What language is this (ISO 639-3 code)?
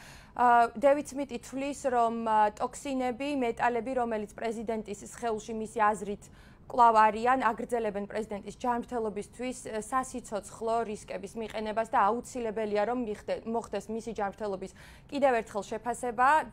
kat